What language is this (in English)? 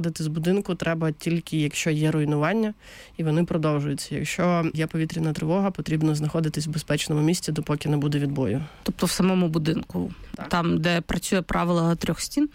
Ukrainian